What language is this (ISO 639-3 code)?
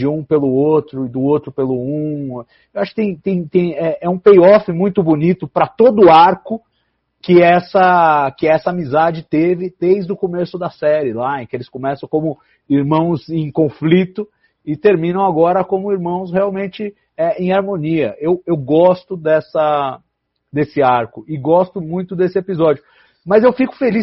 por